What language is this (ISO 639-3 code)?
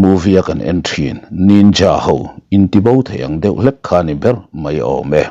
lus